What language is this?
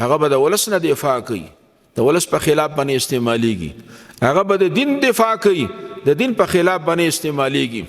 Pashto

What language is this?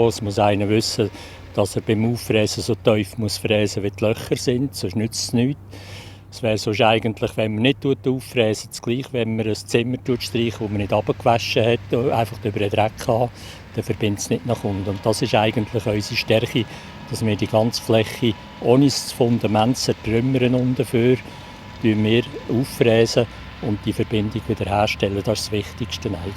Swiss German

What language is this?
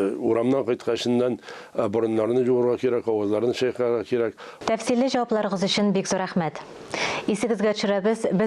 Tatar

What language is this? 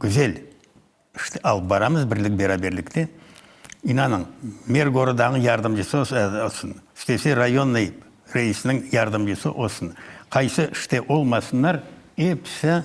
Crimean Tatar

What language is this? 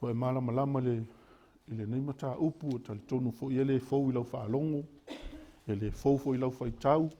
Samoan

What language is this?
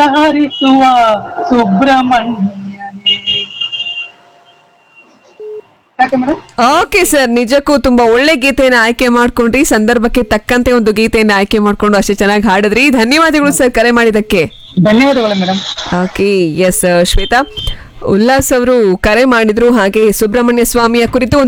Kannada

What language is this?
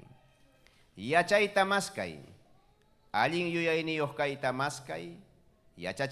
Ayacucho Quechua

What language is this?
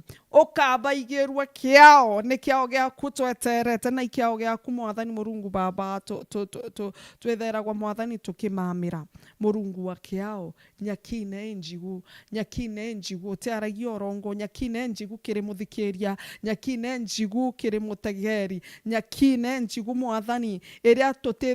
Meru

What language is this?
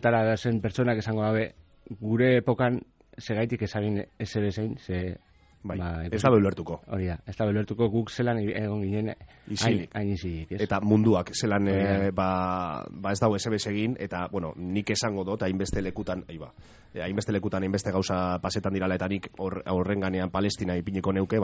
Basque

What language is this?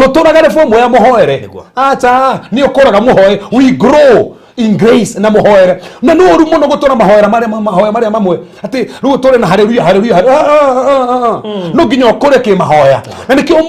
Kikuyu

